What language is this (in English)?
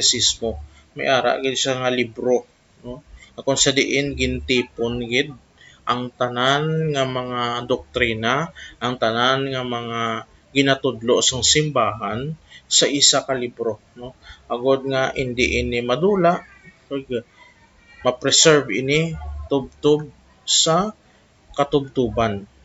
Hiligaynon